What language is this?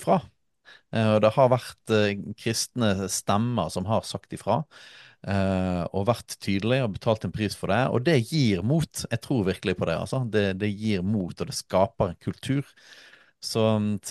Norwegian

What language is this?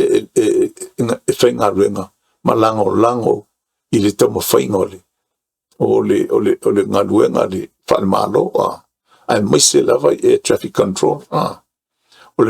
Samoan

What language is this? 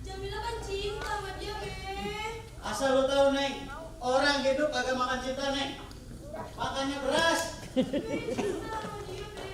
Betawi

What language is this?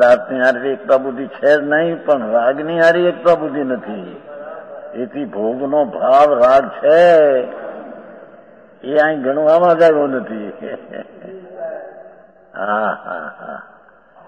Gujarati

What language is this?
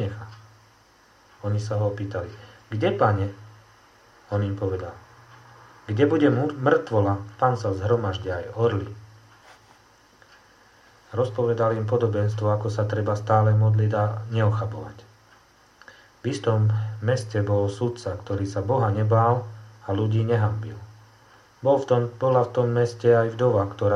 Slovak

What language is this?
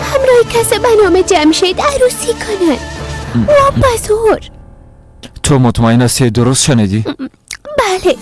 Persian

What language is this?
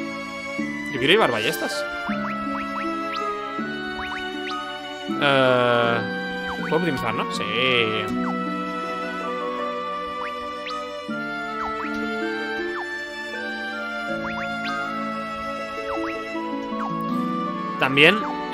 Spanish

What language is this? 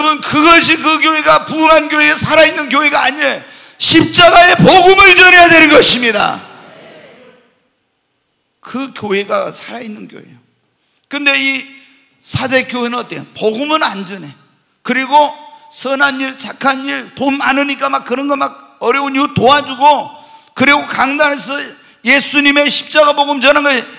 Korean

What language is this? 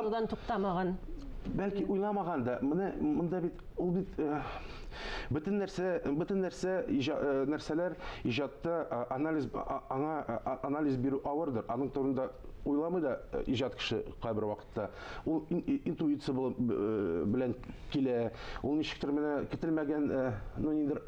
Tatar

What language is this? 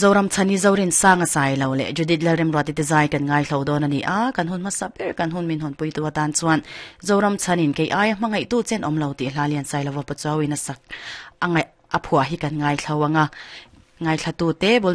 Mizo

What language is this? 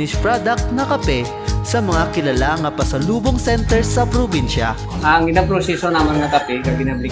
Kinaray-a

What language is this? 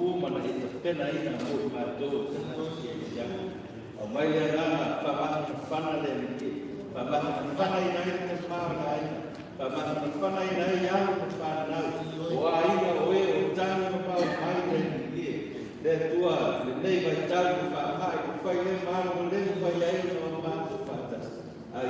Samoan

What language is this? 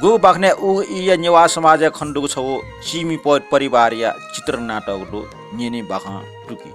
Newari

